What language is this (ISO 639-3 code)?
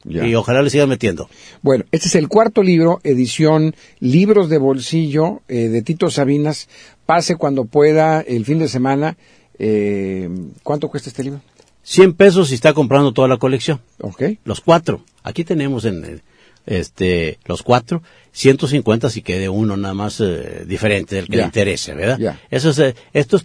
spa